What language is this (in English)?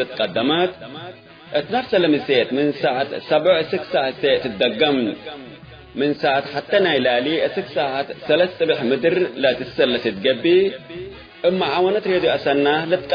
Tigre